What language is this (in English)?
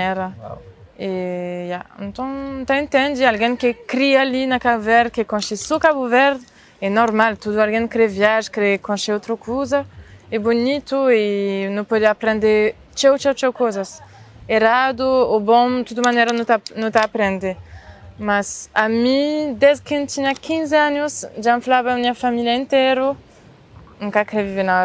Kabuverdianu